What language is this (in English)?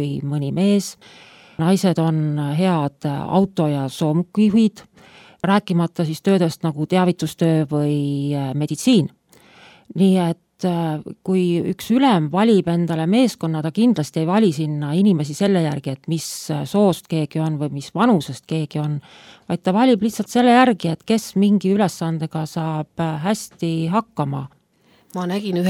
Estonian